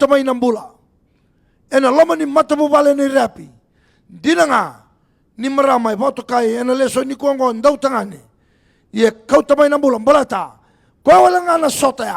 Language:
Fijian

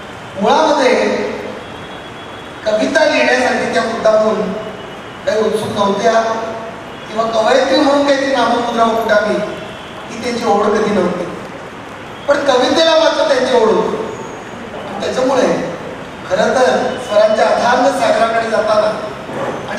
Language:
Marathi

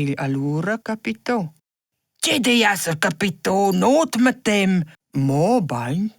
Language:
Romansh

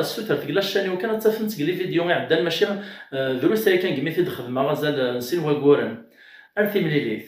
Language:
Kabyle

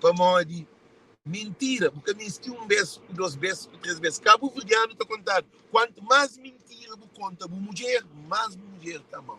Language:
Kabuverdianu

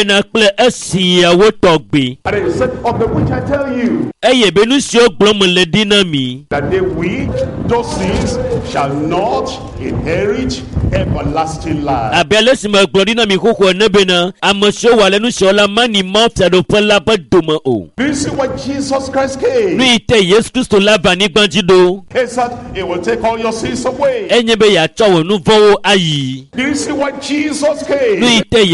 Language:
Ewe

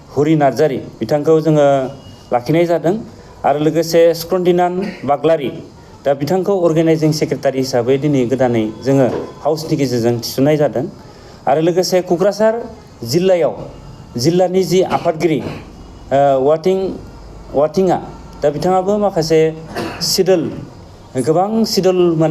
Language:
Bodo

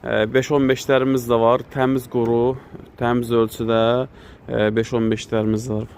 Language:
Azerbaijani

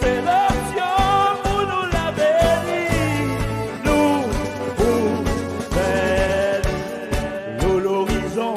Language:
Seselwa Creole French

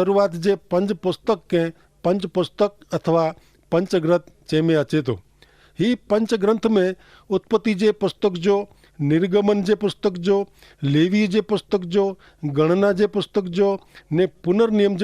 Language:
Kachhi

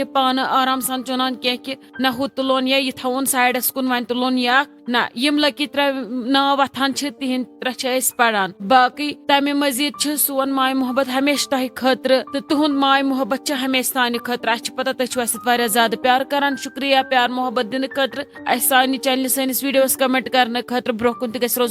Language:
Kashmiri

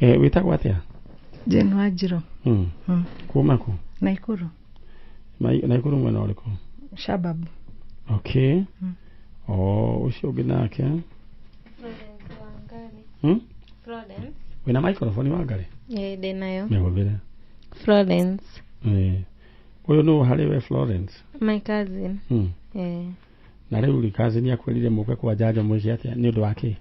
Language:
Kikuyu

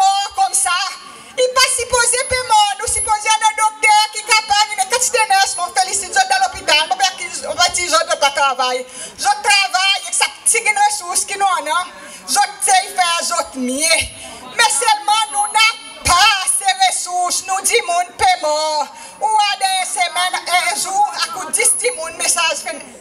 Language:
Seselwa Creole French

